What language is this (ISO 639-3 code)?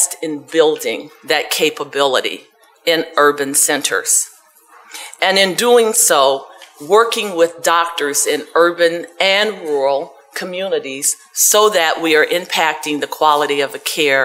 eng